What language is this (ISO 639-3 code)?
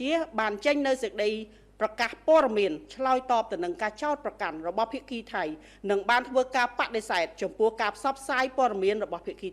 khm